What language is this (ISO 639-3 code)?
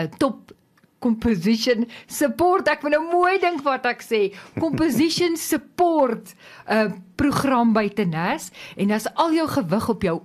afr